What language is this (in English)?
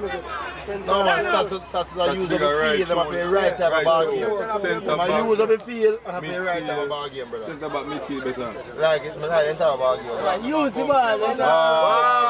Jamaican Creole English